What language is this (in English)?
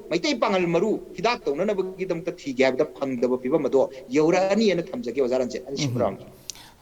Manipuri